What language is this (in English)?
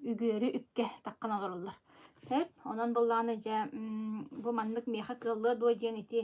Yakut